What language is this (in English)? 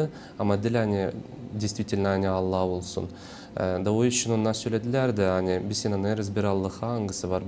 Gagauz